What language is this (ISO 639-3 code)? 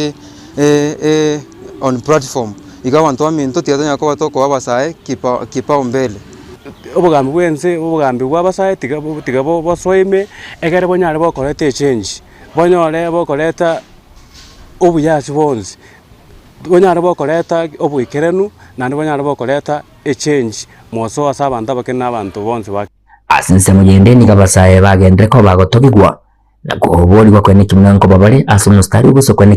guz